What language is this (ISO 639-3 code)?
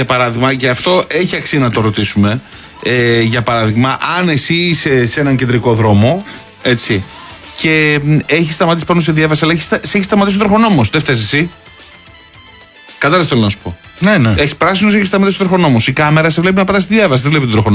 ell